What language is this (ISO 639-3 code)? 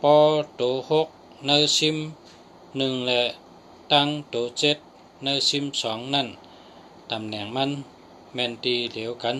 shn